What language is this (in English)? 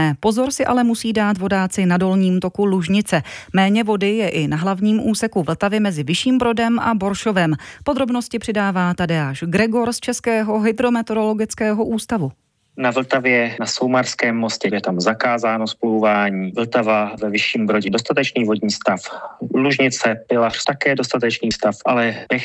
Czech